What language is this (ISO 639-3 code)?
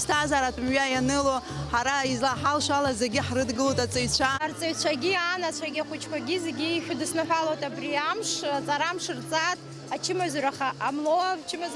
abk